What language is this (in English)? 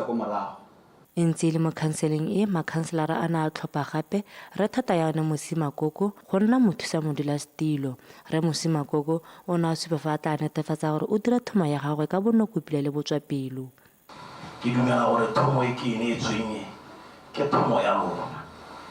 Tswana